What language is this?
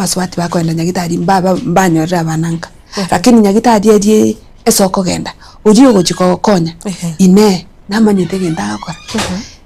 Gusii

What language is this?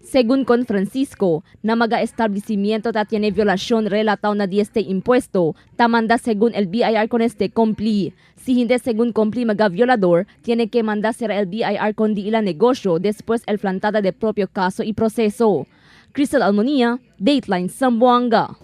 Chavacano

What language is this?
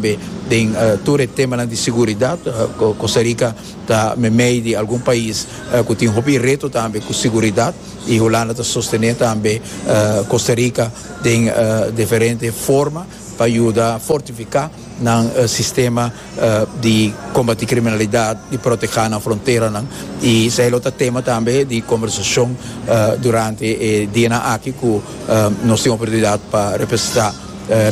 Papiamento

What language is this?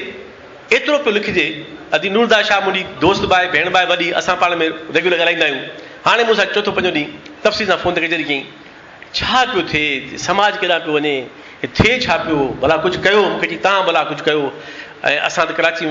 Sindhi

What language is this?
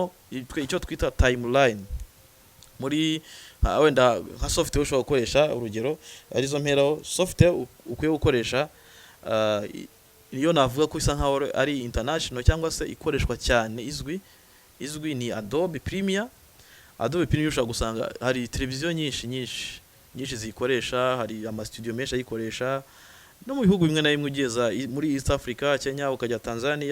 Kinyarwanda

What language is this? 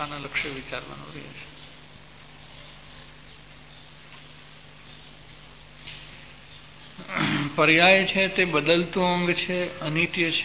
Gujarati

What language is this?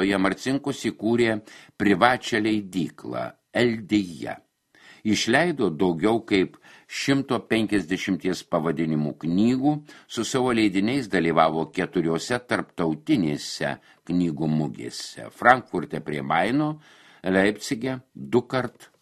Lithuanian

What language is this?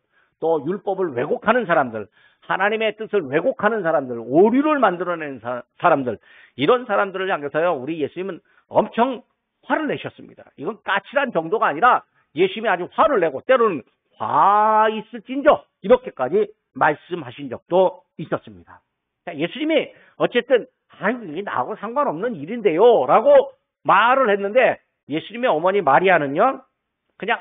Korean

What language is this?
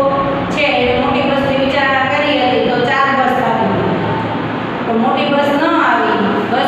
Gujarati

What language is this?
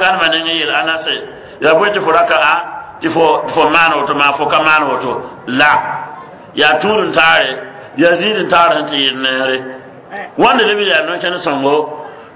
Mossi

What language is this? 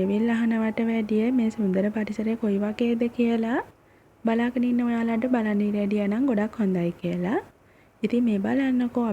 Sinhala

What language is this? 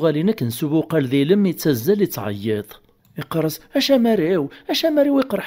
Kabyle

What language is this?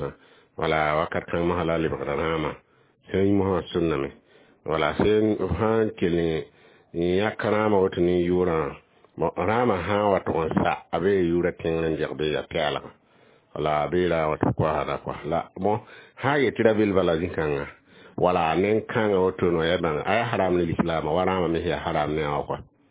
Mossi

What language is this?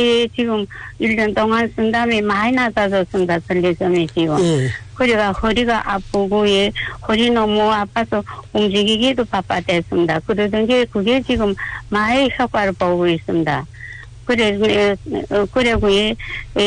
Korean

